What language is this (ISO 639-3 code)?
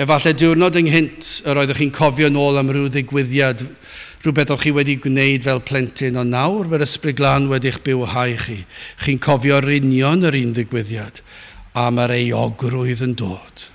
cym